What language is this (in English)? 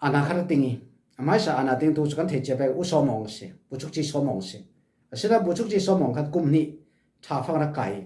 Falam Chin